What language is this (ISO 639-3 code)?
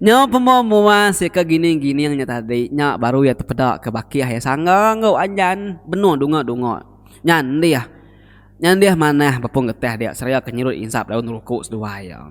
iba